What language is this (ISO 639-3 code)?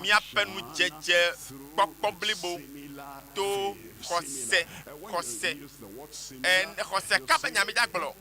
ewe